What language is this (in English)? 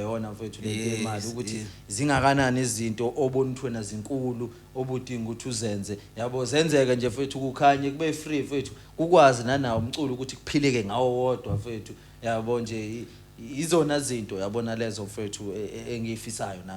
Zulu